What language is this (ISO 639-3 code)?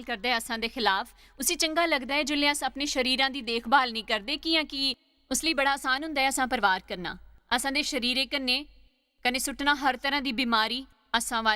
doi